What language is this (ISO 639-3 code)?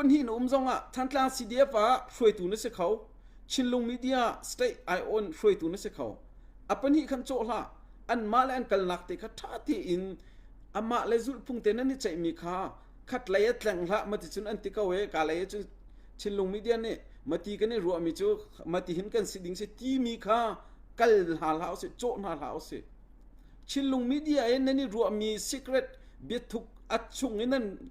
cnh